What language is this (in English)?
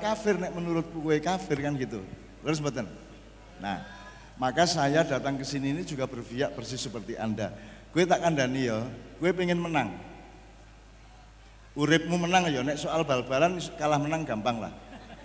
Javanese